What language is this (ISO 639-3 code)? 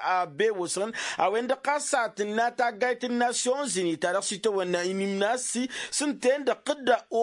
taq